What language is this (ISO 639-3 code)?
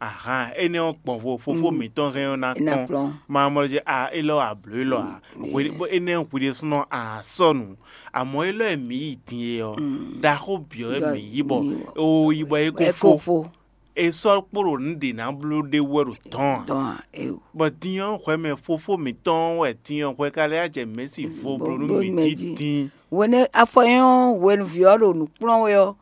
fon